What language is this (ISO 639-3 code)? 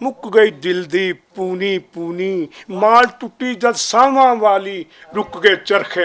lah